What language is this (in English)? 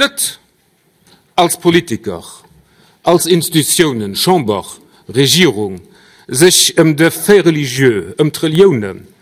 Luxembourgish